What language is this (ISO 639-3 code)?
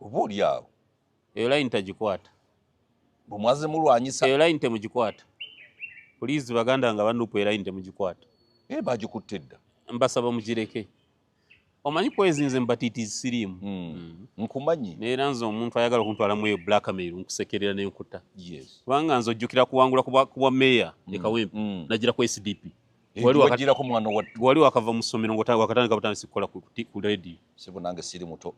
lug